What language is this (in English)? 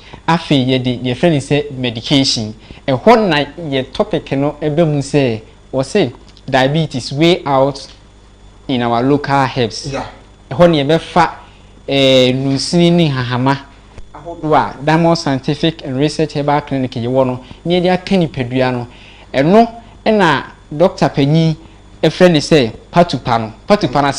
Akan